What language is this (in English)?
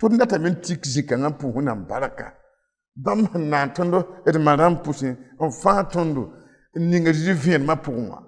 Mossi